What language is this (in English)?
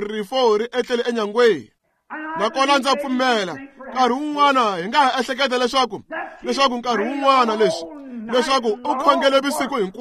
Tsonga